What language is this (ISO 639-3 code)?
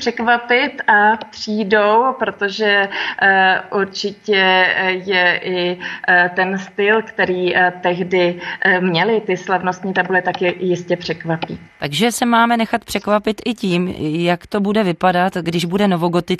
ces